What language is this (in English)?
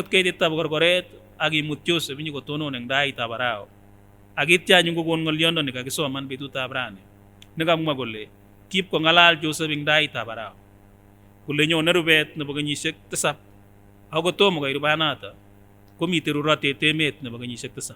Kipsigis